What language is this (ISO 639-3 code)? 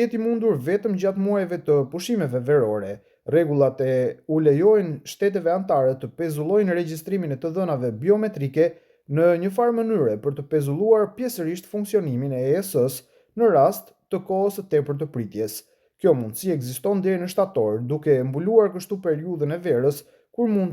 sqi